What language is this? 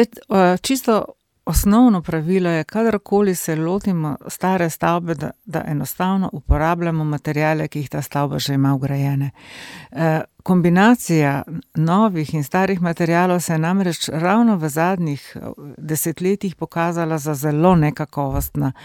Slovenian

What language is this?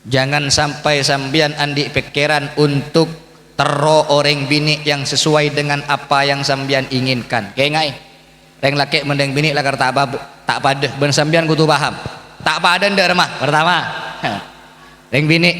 Madurese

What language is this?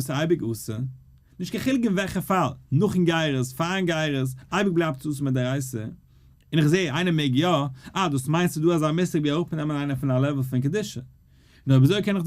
Yiddish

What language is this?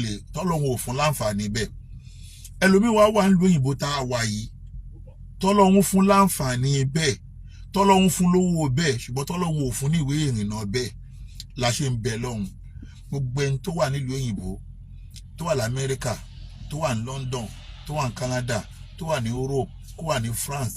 Yoruba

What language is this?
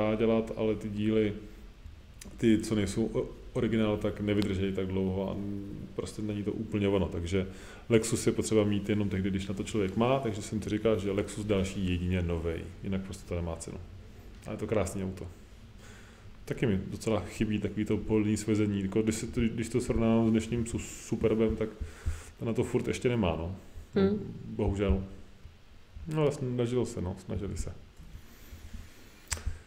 Czech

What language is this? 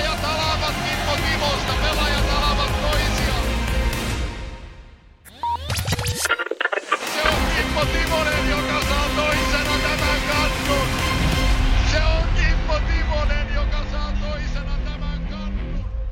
Finnish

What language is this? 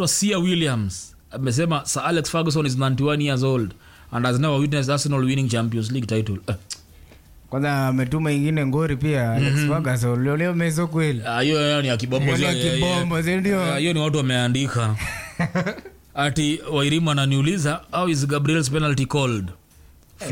Swahili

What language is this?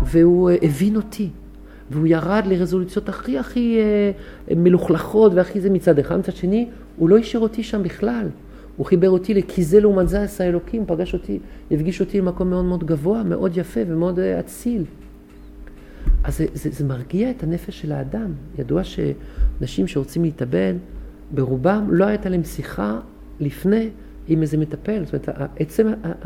Hebrew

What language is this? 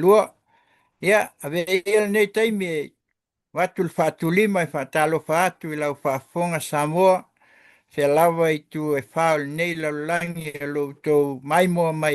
Samoan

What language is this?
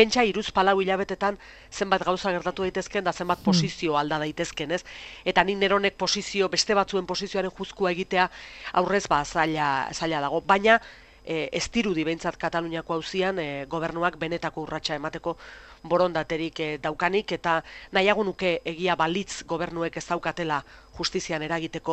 Basque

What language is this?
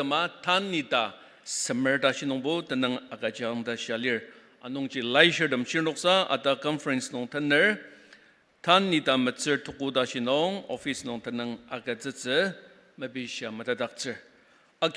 Ao Naga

